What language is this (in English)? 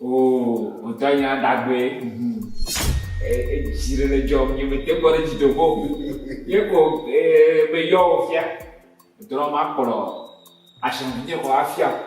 Ewe